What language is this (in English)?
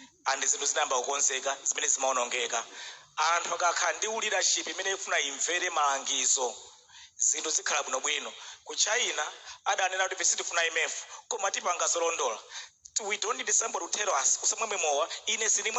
Nyanja